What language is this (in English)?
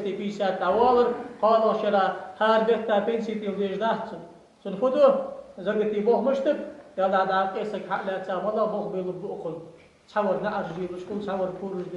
Ingush